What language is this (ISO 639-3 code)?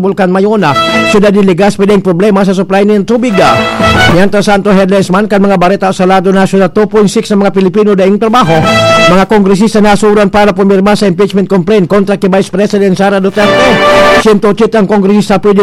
bik